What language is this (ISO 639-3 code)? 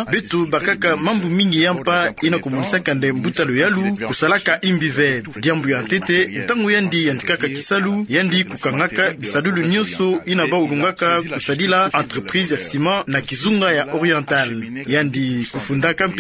ktu